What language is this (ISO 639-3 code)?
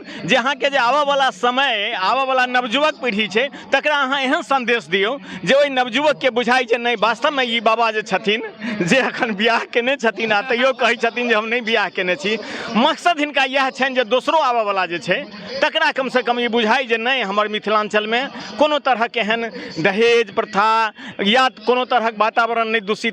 mai